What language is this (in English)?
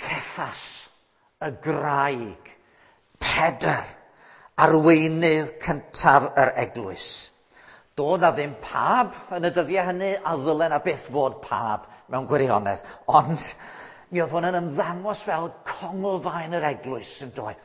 Welsh